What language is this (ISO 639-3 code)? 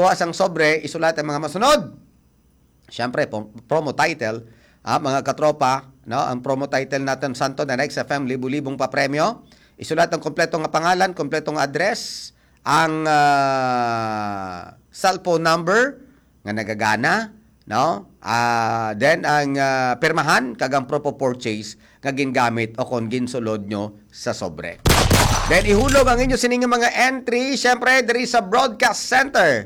hil